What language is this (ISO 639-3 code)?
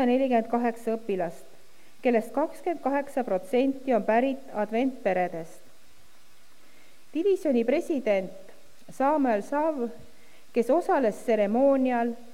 est